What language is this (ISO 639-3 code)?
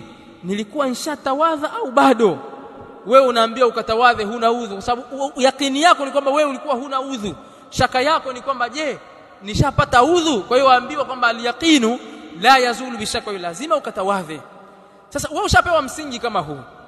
swa